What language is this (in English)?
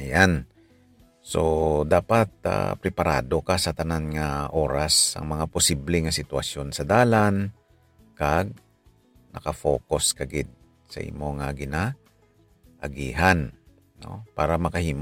Hiligaynon